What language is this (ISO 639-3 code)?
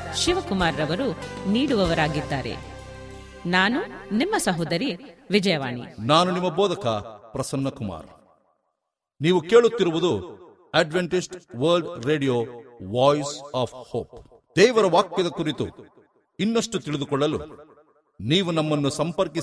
kan